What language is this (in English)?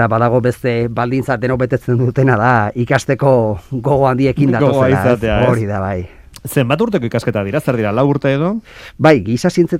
Basque